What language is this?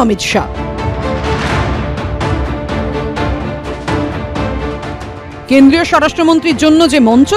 Bangla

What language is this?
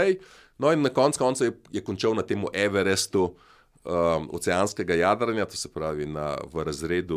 Slovenian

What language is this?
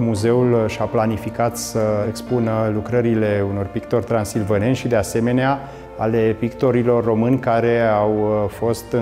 Romanian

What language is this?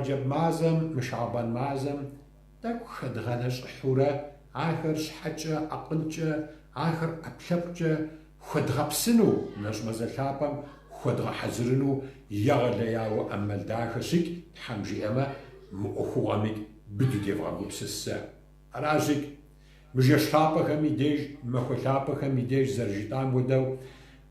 Kabardian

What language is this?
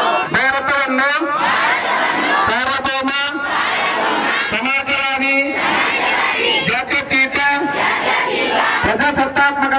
Kannada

